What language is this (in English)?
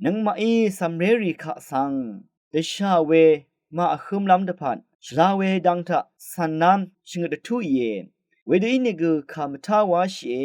Rawang